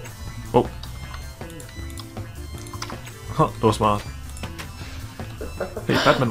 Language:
Danish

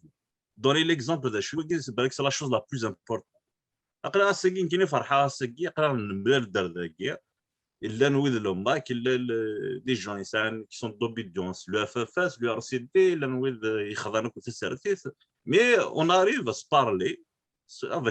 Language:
Kabyle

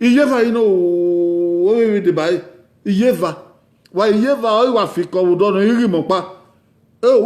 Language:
Bini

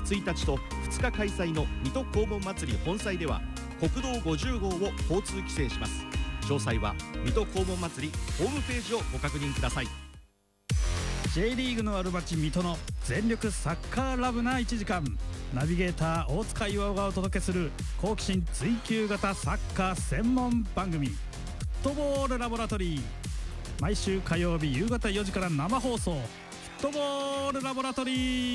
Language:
Japanese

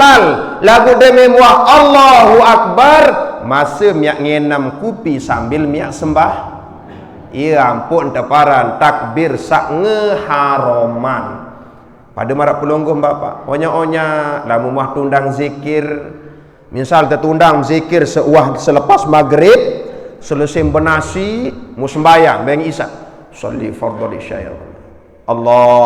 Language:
Sasak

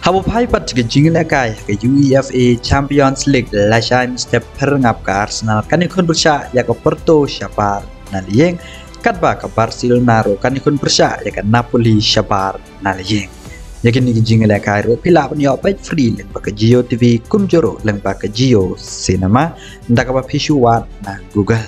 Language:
Khasi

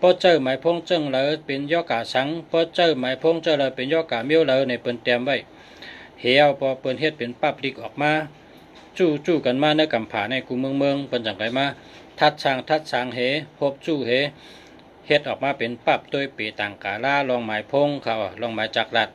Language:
Shan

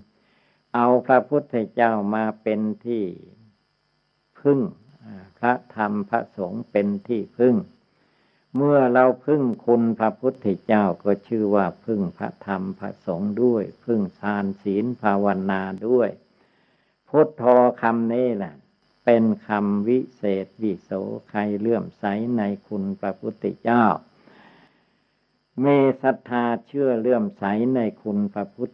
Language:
Thai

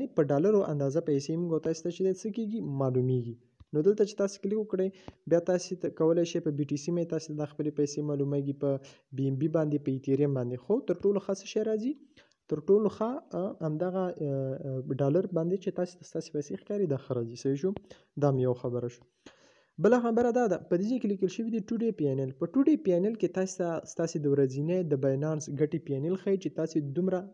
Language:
Pashto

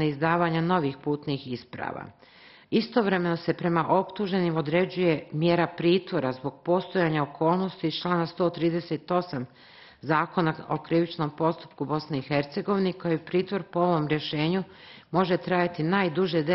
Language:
Bosnian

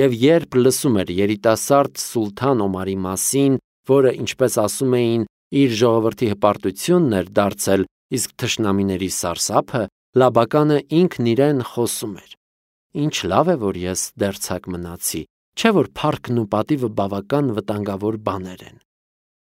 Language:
Armenian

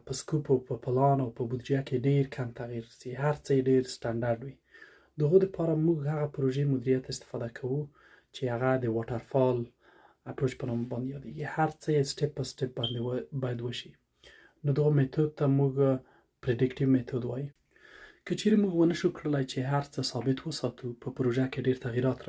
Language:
Pashto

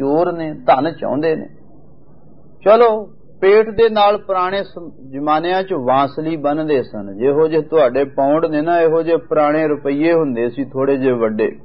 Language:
Punjabi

